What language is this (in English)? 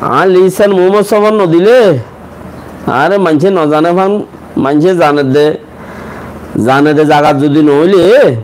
Rohingya